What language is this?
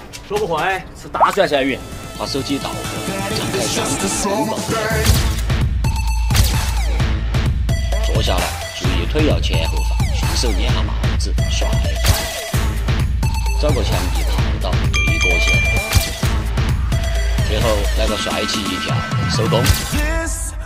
Chinese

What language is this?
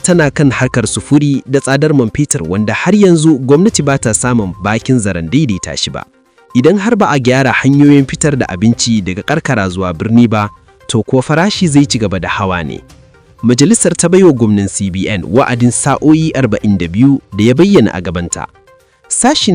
Hausa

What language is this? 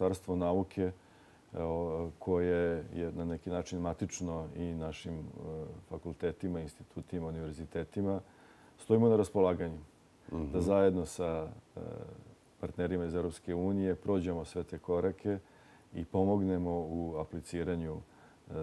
Serbian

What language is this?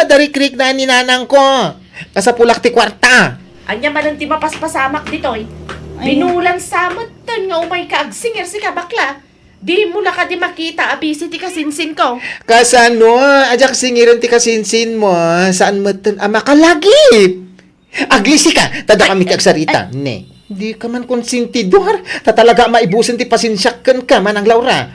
Iloko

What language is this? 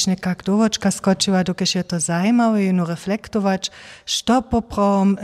Upper Sorbian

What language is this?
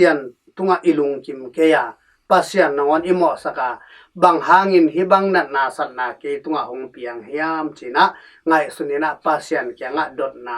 Tedim Chin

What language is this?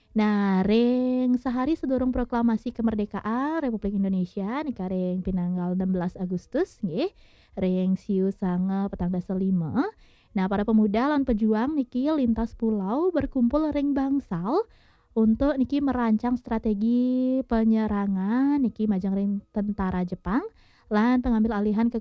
Balinese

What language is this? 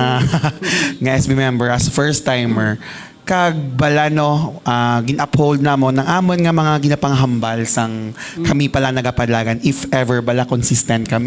Hiligaynon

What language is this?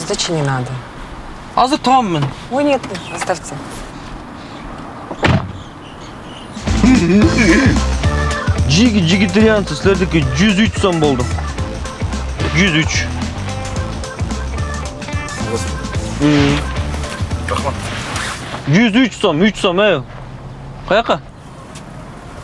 Kyrgyz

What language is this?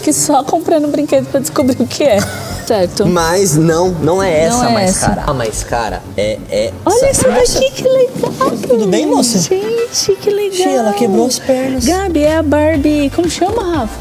Portuguese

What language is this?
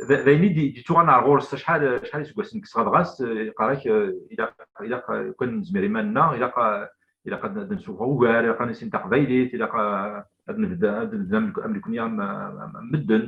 Kabyle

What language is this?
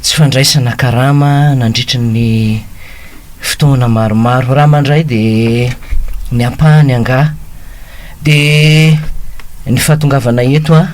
Malagasy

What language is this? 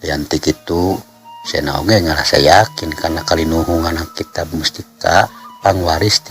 Sundanese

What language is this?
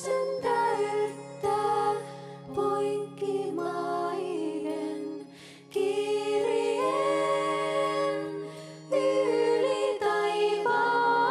Finnish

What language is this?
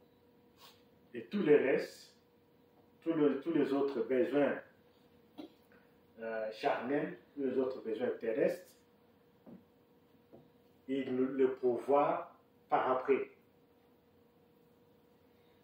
French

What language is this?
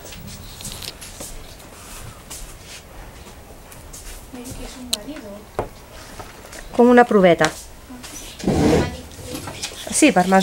Catalan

